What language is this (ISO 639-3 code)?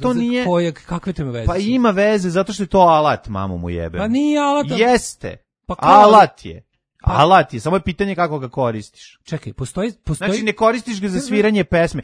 srp